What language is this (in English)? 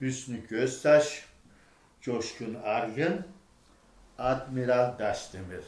Adyghe